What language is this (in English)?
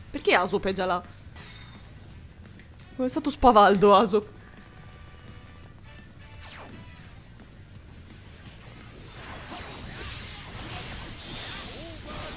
Italian